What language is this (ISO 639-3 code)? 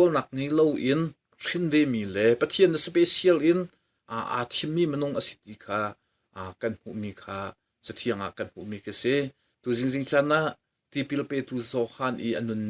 cnh